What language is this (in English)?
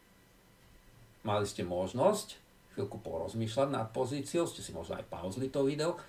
Slovak